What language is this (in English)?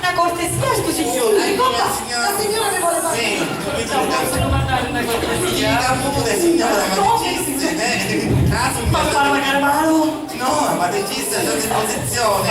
Sicilian